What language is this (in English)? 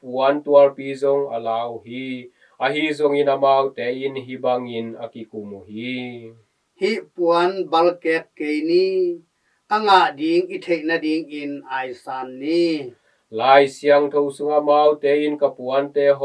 Tedim Chin